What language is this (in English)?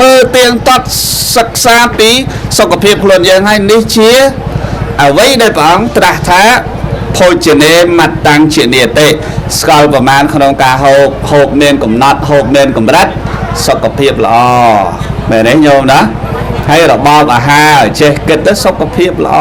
Khmer